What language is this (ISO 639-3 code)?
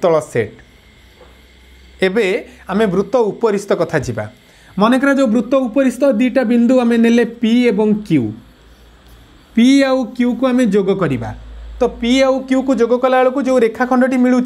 ori